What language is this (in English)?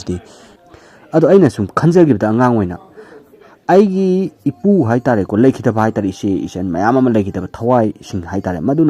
Manipuri